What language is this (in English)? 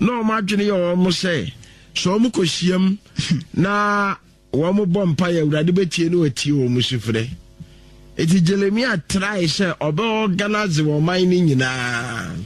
Akan